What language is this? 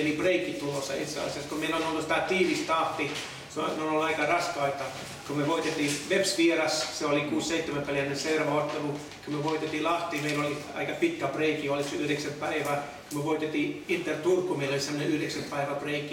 Finnish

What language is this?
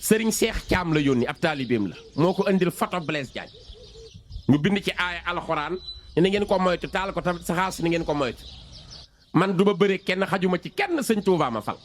Wolof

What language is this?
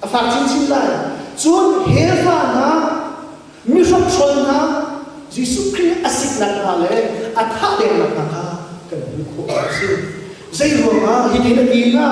Hakha Chin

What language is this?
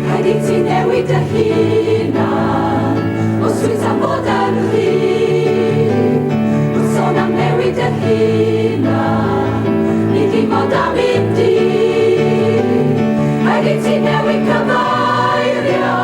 Welsh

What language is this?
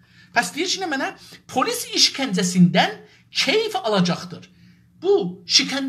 South Azerbaijani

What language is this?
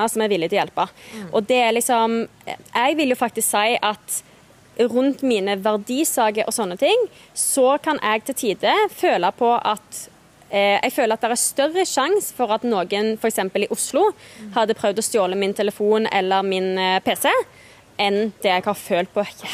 Norwegian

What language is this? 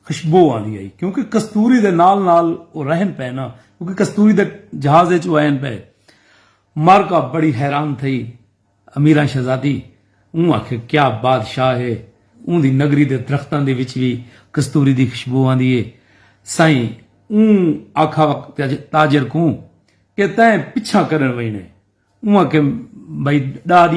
Saraiki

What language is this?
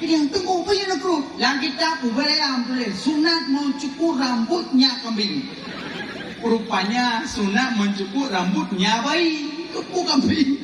Achinese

